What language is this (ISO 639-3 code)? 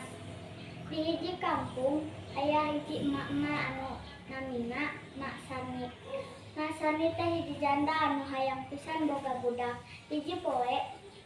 sun